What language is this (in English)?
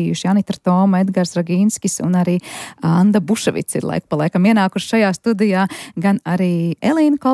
Latvian